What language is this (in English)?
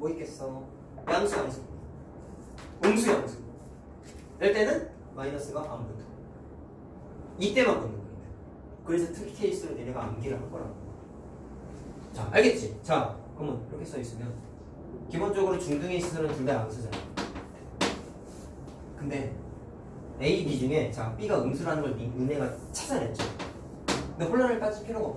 Korean